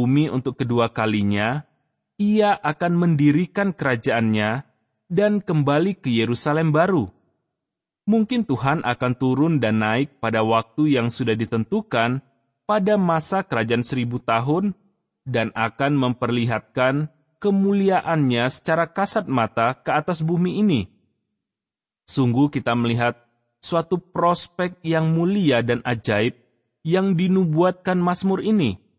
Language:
Indonesian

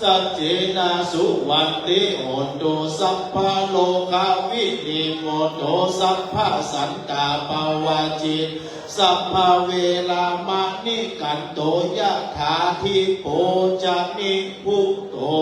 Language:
Pali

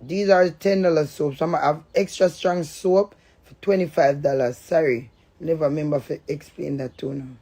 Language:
Jamaican Creole English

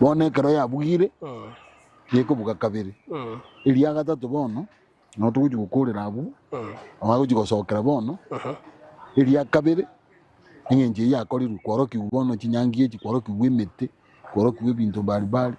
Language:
Gusii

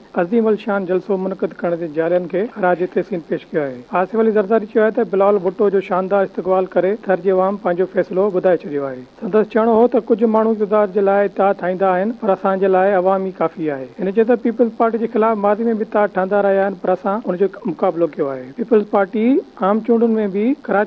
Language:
Sindhi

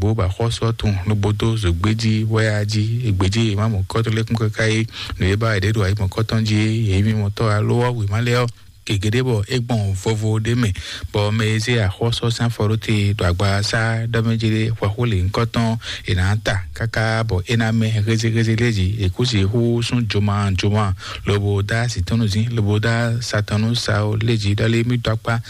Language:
Fon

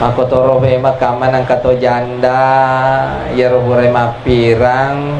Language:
Buginese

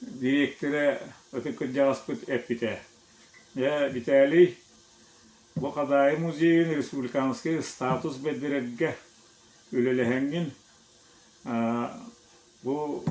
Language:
Yakut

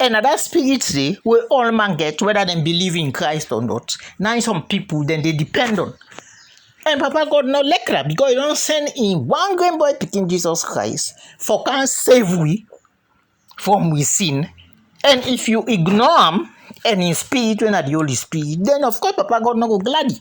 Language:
Krio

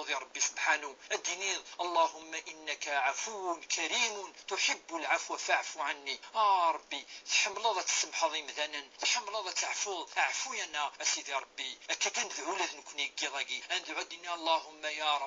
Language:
Kabyle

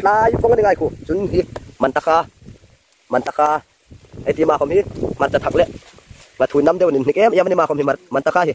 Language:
Hmar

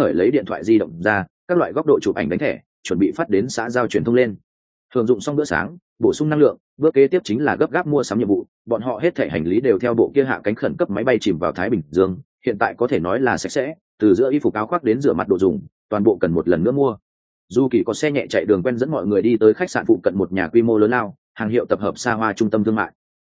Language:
Vietnamese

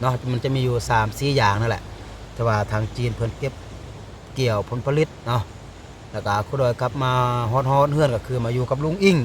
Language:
Lao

